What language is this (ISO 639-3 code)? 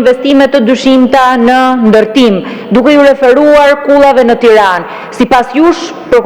sqi